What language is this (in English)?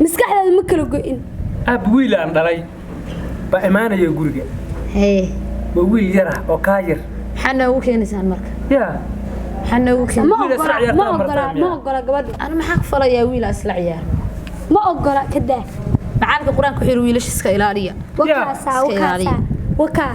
Somali